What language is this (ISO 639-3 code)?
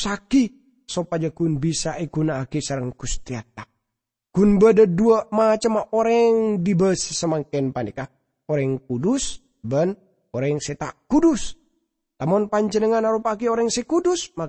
mad